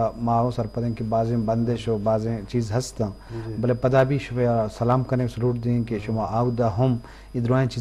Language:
Eastern Balochi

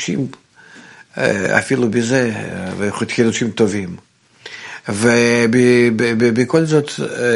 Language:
Hebrew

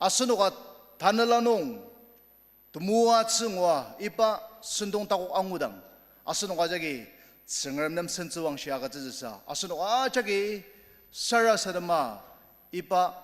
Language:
Ao Naga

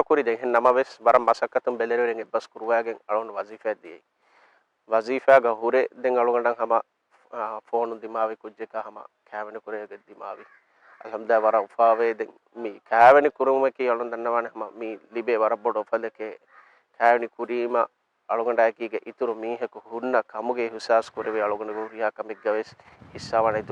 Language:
Divehi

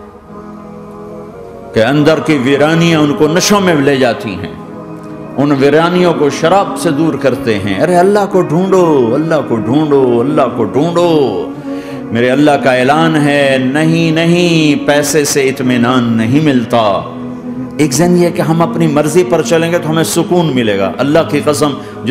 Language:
Urdu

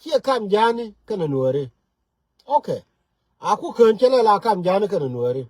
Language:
Nuer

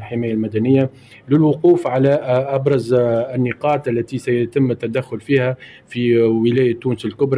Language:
Tunisian Arabic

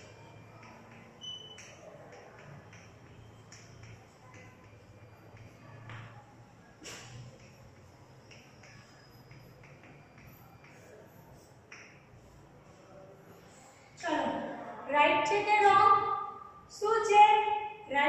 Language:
Gujarati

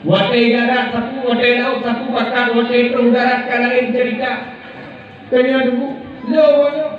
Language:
Achinese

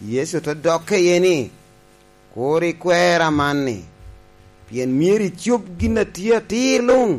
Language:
Lango (Uganda)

